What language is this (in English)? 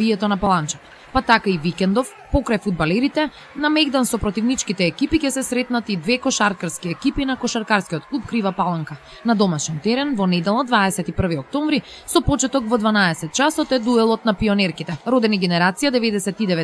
Macedonian